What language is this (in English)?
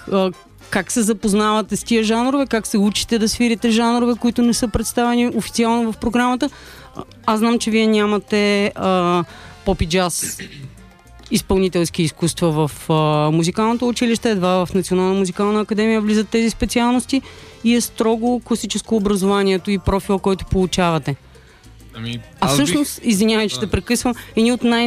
Bulgarian